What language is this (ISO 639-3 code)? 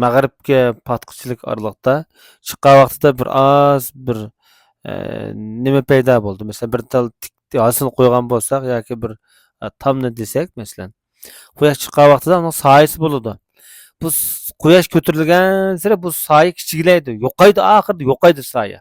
uig